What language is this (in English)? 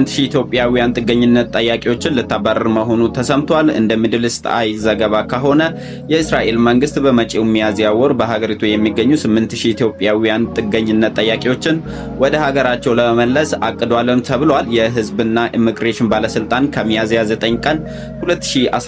Amharic